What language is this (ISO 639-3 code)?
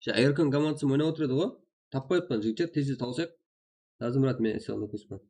kaa